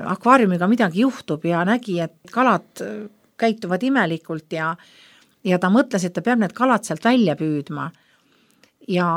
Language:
Estonian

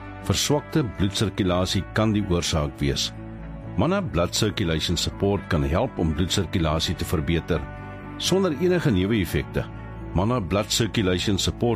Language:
Afrikaans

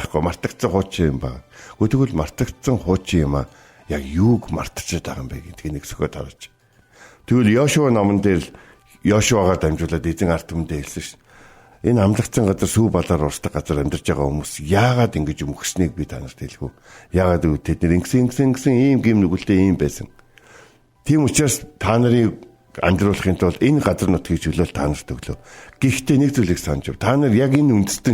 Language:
Mongolian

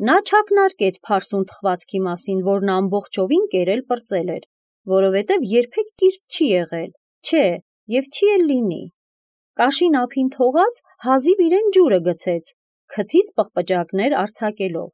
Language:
Armenian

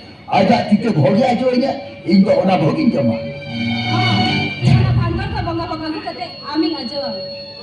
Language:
Santali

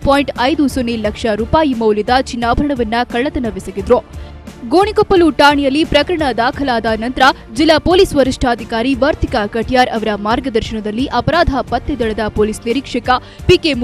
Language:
Kannada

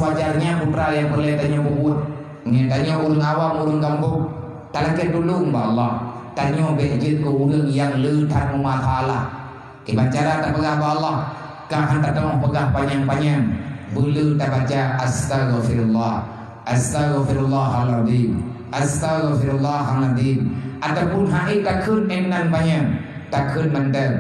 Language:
Achinese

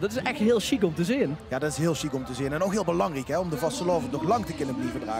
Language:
Limburgish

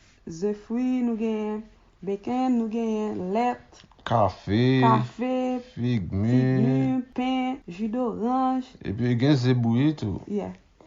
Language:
Haitian Creole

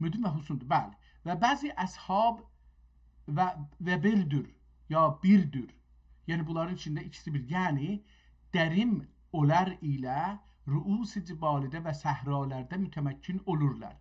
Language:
South Azerbaijani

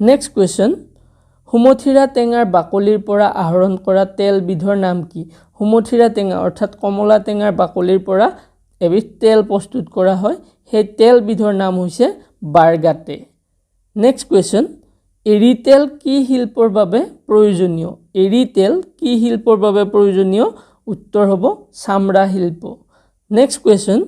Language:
Assamese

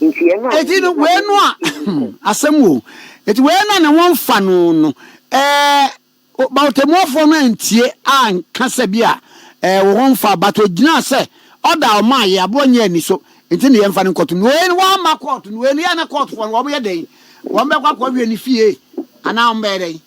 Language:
Akan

